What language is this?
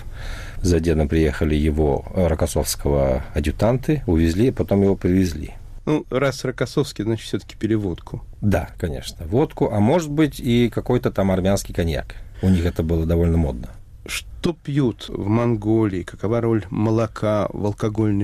Russian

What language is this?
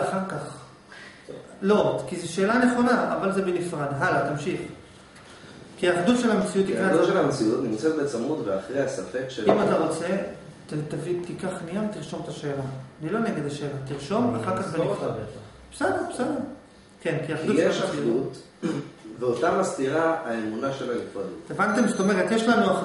Hebrew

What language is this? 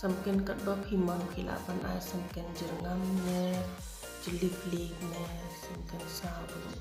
Khasi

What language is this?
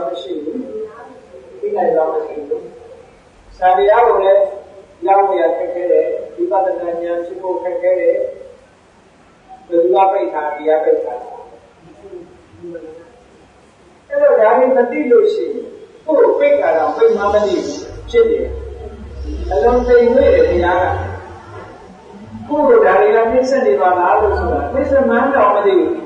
Burmese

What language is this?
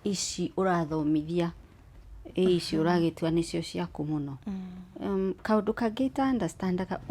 Kikuyu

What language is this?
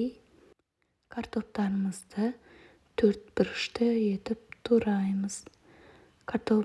Kazakh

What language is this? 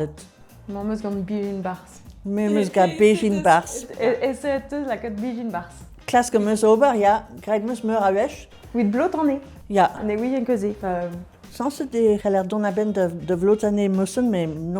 Breton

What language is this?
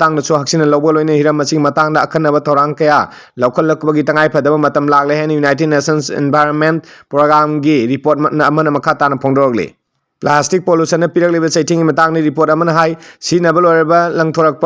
Manipuri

